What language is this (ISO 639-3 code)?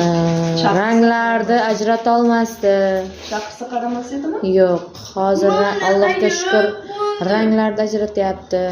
uzb